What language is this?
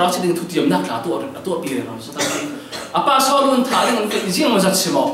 Falam Chin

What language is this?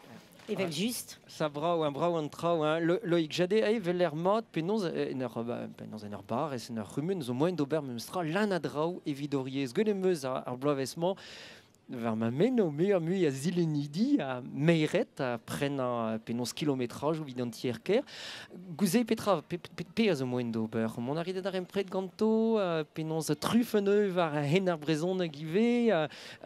Breton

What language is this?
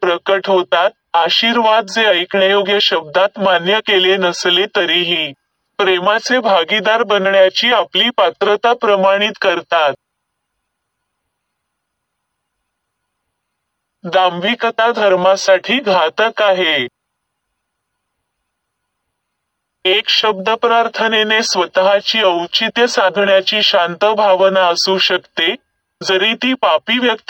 Marathi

